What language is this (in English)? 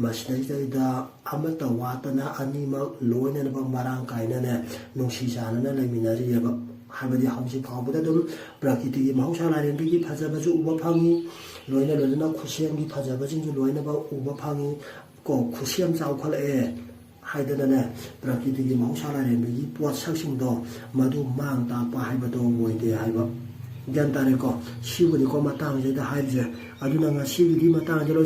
Manipuri